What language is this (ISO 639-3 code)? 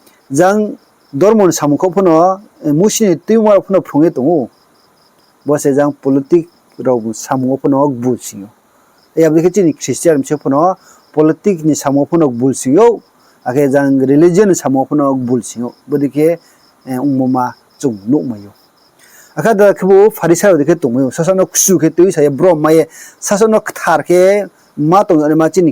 ria